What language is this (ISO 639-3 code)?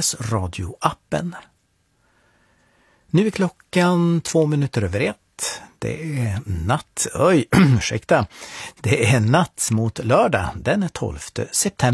swe